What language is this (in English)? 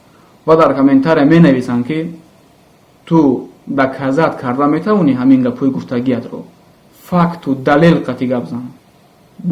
Tajik